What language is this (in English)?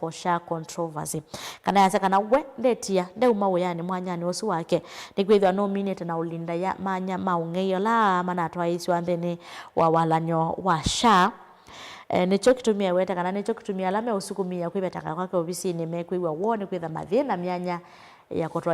Kamba